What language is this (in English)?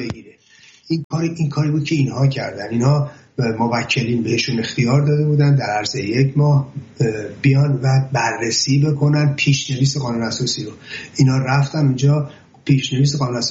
Persian